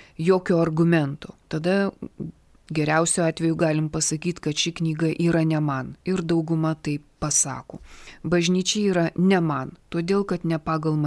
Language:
Lithuanian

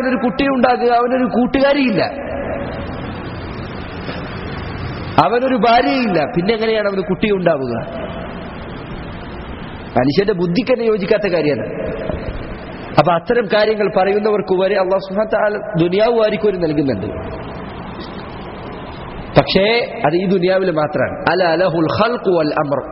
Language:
Malayalam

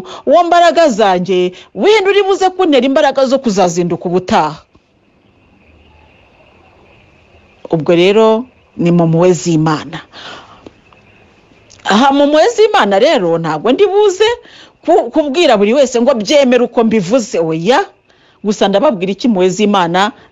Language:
Kinyarwanda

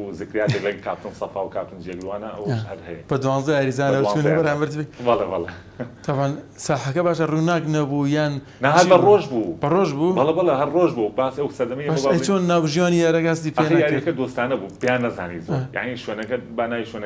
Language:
Central Kurdish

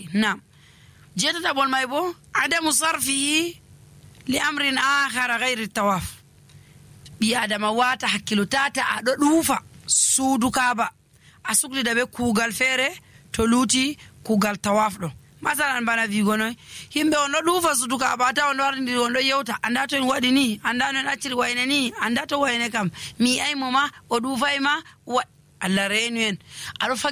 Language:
Nigerian Fulfulde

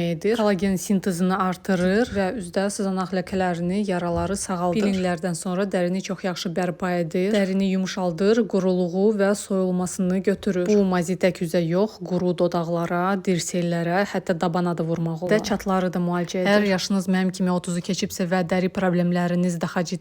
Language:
Azerbaijani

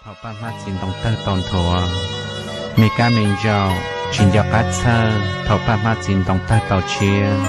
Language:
Hmong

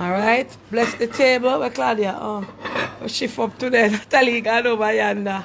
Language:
Jamaican Creole English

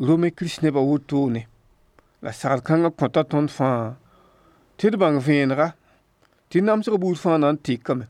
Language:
Mossi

